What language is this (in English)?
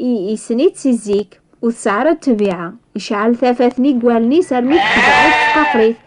Kabyle